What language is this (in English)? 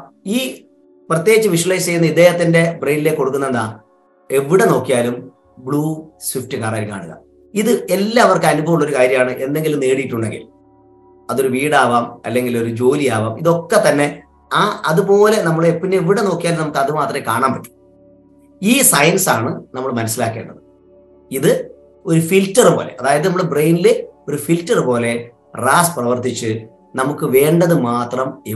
Malayalam